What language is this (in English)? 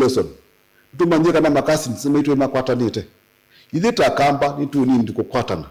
Kamba